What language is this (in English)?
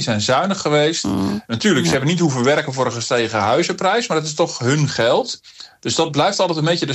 Dutch